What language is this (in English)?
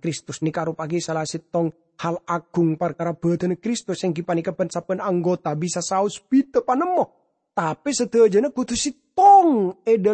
Madurese